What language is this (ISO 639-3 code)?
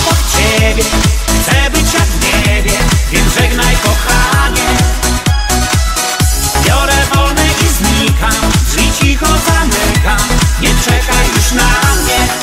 pol